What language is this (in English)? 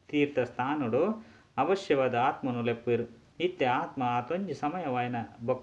Tulu